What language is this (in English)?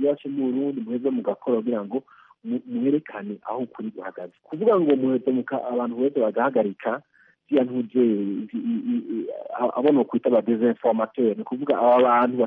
Rundi